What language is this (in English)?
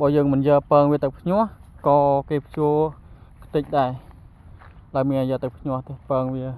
Khmer